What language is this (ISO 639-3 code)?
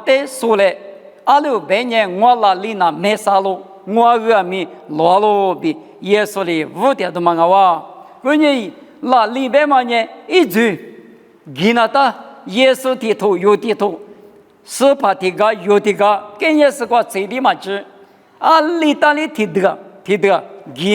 lis